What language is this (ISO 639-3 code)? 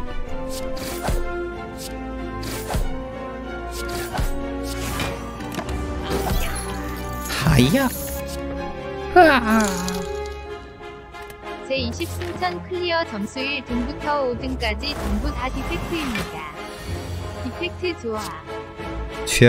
kor